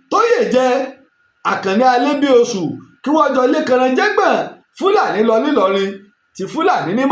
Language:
Yoruba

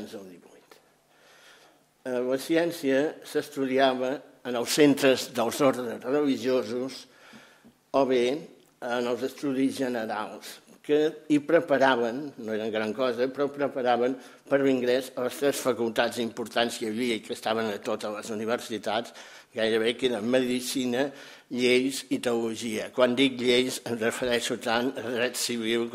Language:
Catalan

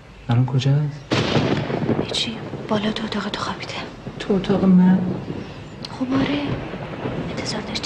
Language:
Persian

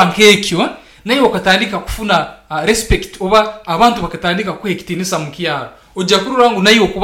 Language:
Nyankole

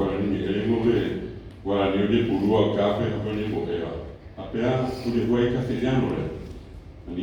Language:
Guarani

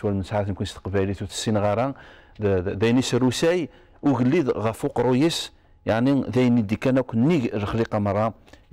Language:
Kabyle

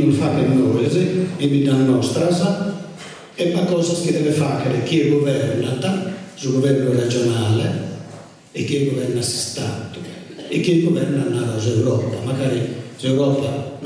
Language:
Sardinian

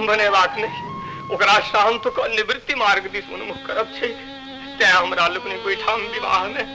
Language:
Maithili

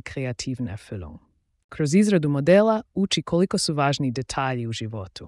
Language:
Slovenian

